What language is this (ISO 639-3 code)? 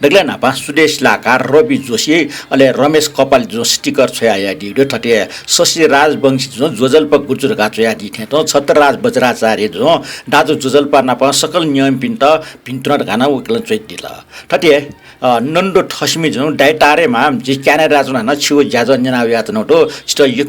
new